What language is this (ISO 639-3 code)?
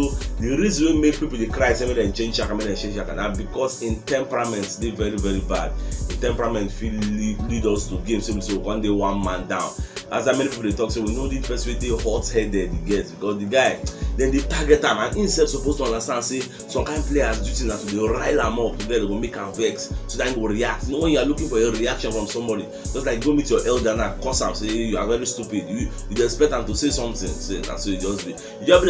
pcm